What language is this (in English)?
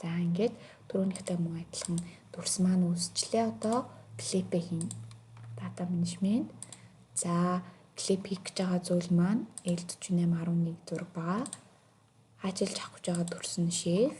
Mongolian